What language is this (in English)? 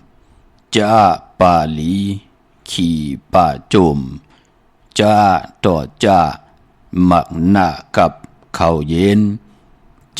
Shan